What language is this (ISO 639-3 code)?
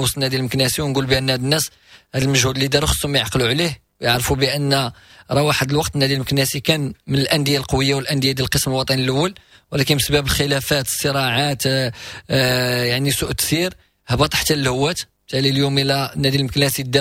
ary